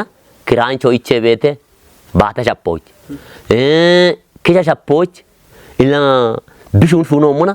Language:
Kafa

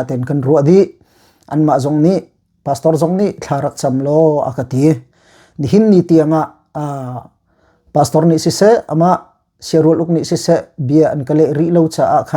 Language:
Hakha Chin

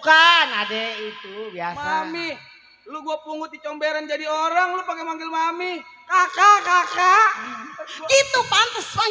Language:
Betawi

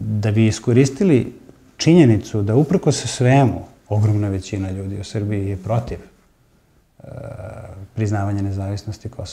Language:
Serbian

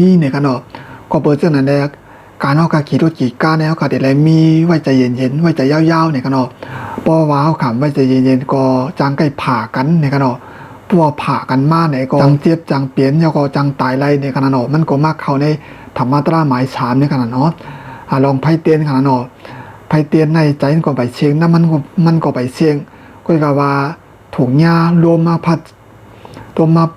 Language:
Shan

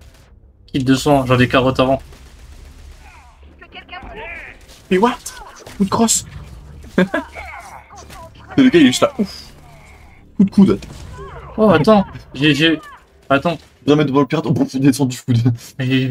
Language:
French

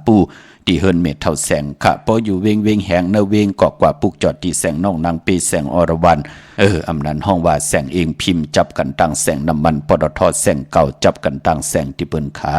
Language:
Shan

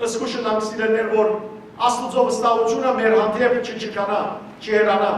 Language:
Western Armenian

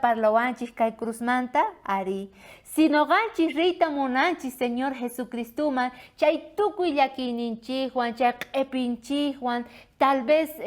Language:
South Bolivian Quechua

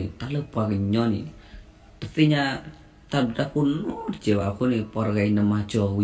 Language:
S'gaw Karen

